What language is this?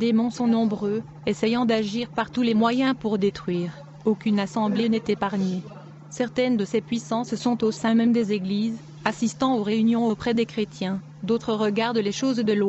French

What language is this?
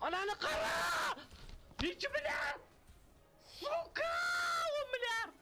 Uzbek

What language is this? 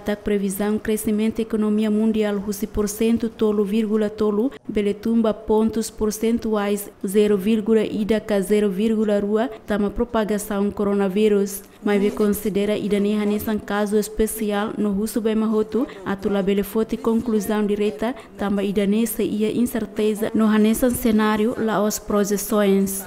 Tetum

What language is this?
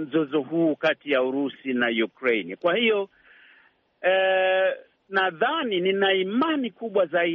Swahili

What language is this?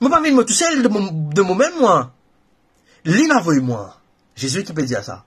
Morisyen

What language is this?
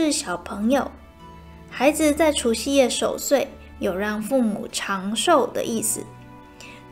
Chinese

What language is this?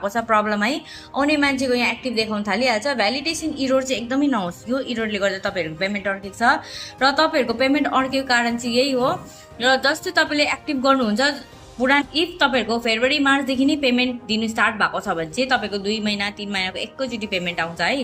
Nepali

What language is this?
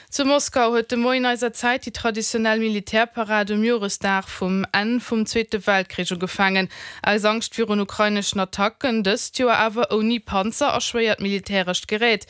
Luxembourgish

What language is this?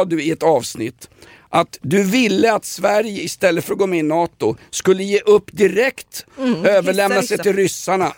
Swedish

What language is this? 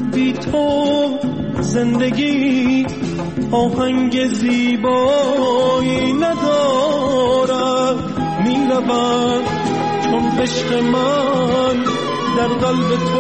Persian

